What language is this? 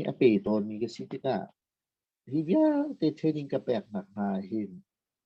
Hakha Chin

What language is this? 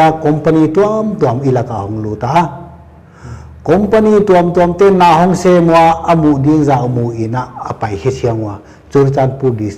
Paite Chin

